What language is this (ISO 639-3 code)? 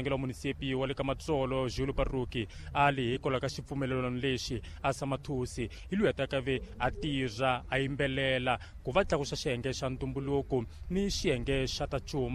tso